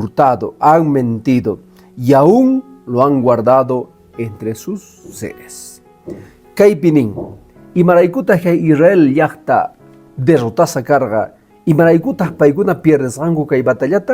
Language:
Quechua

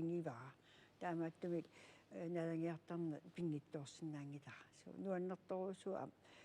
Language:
Kalaallisut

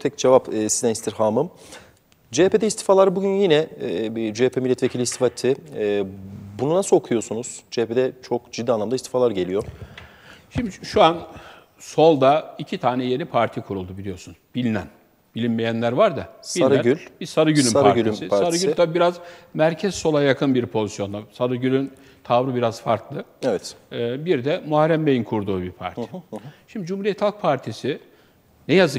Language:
Turkish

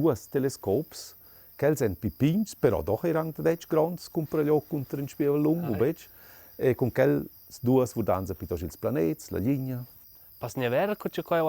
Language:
Romansh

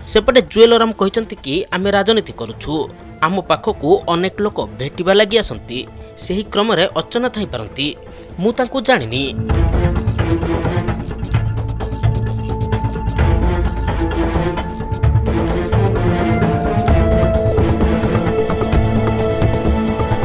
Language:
Odia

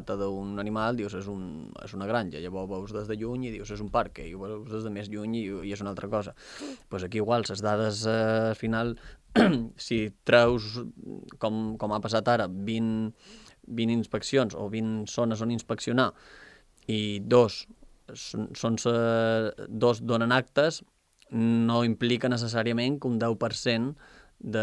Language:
Catalan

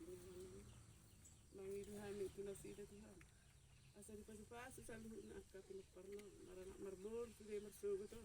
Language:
Batak Toba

